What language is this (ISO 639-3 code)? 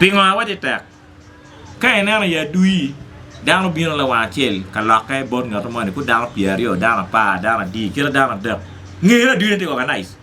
ach